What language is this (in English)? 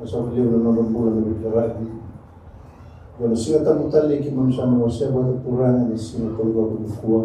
Fijian